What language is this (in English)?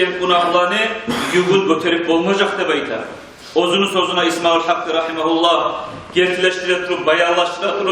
Kumyk